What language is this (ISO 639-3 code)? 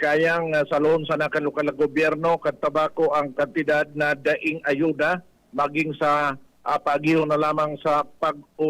bik